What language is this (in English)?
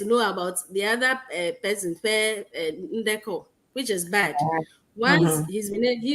Ewe